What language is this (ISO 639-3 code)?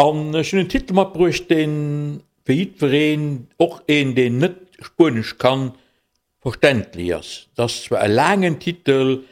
ltz